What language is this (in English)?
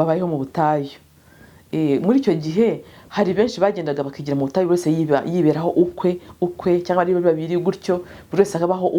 Kinyarwanda